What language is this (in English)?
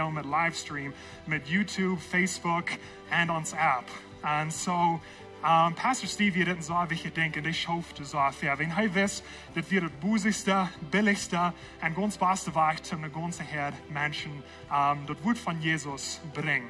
Plautdietsch